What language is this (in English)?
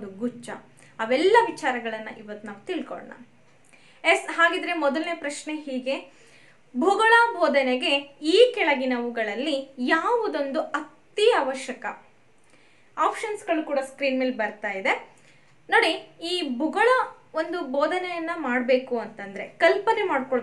Kannada